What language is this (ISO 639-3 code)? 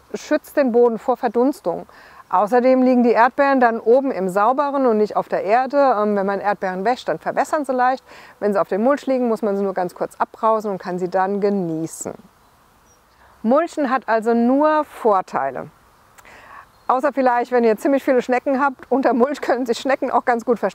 deu